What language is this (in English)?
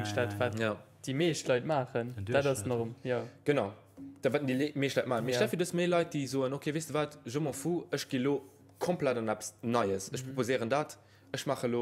Luxembourgish